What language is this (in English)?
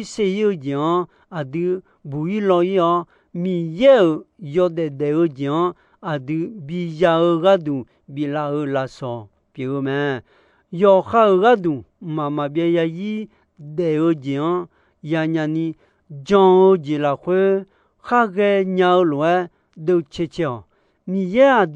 Akha